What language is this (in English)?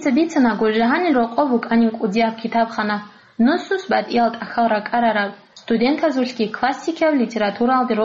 Avaric